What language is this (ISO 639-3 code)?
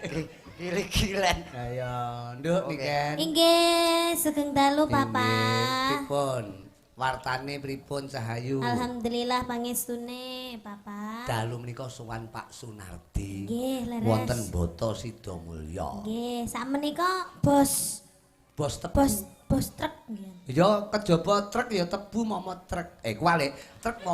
jav